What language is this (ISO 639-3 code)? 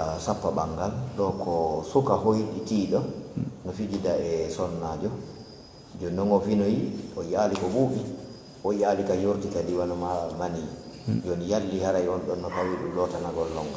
ful